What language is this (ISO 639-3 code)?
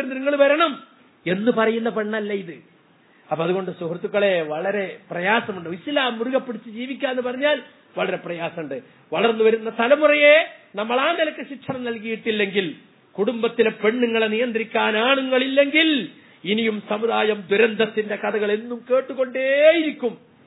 mal